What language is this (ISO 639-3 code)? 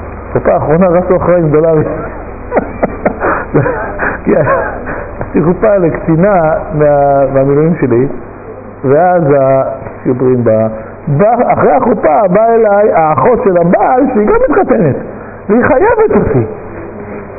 heb